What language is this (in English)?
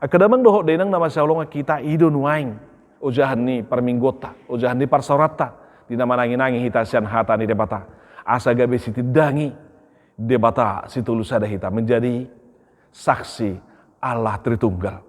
Batak Toba